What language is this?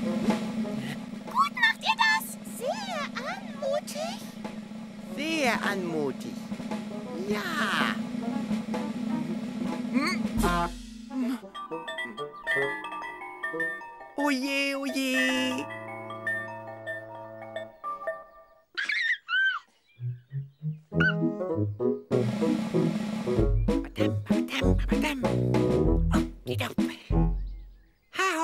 German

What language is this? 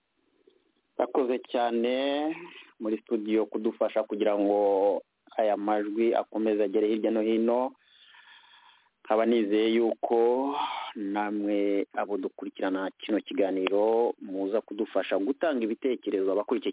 Kinyarwanda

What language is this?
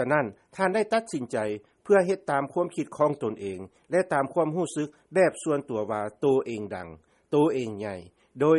Lao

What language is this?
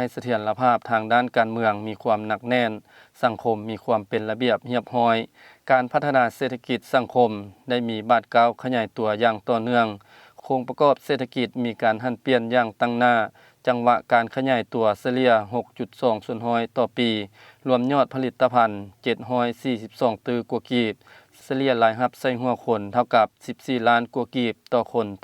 Lao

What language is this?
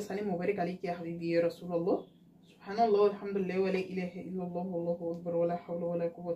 Egyptian Arabic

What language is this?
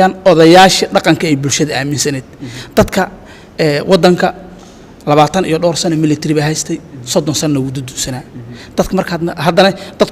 Somali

